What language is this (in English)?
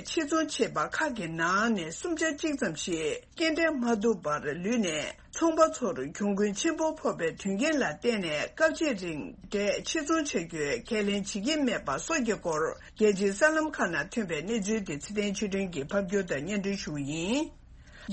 Tibetan